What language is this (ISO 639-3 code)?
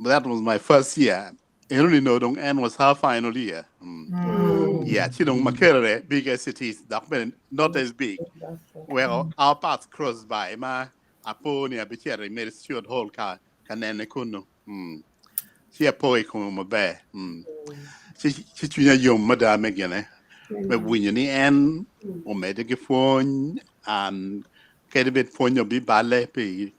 ach